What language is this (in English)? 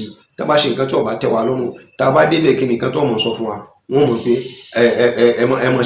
Yoruba